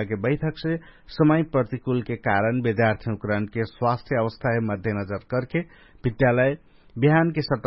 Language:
Dangaura Tharu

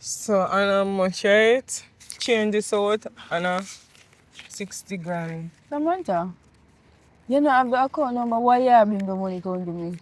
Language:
Jamaican Creole English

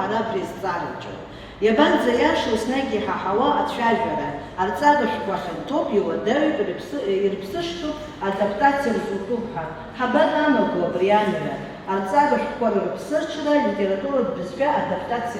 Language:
Abkhazian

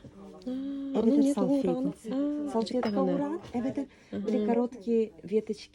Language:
Yakut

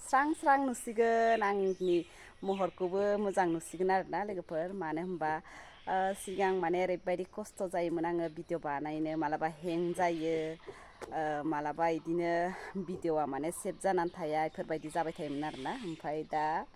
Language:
Bodo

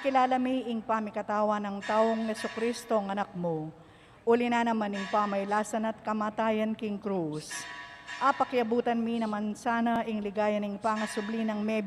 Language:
Pampanga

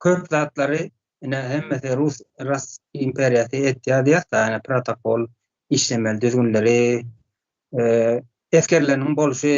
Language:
Turkmen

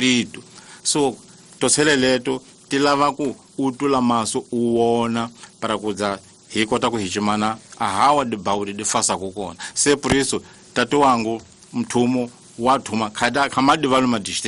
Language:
Tsonga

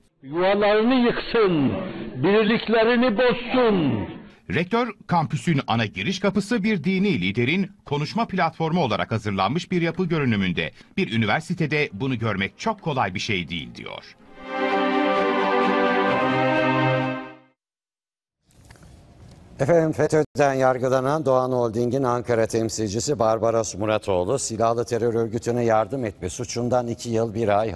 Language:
Turkish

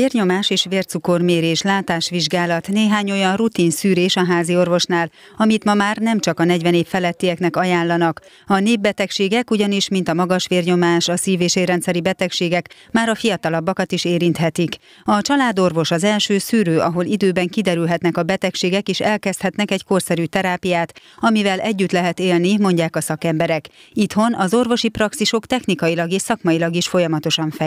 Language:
Hungarian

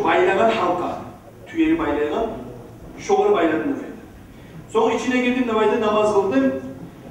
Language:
Kumyk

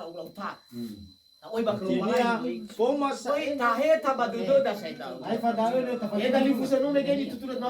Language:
Nias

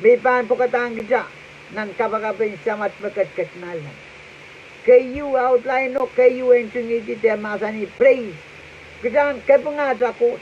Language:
Pohnpeian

